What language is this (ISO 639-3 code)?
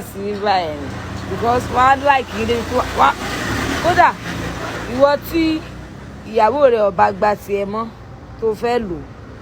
yor